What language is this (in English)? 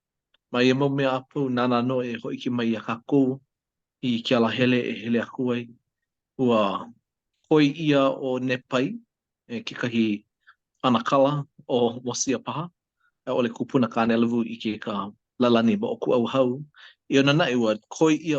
Hawaiian